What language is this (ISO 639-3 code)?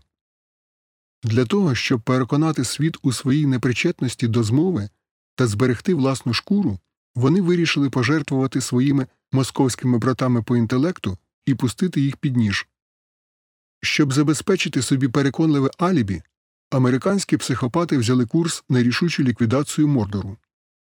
ukr